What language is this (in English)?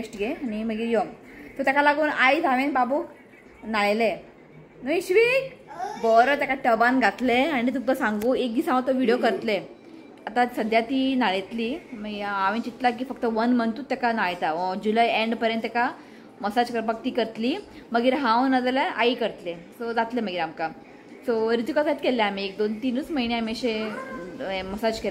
Konkani